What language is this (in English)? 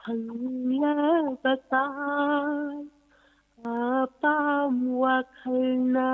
Manipuri